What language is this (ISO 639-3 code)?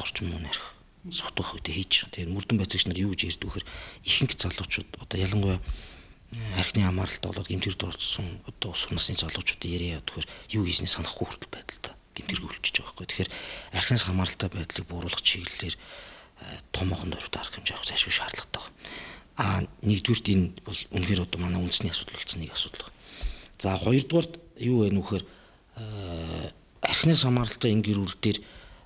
mon